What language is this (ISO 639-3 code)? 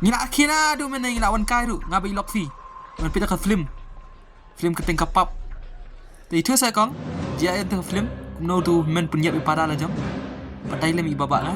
kha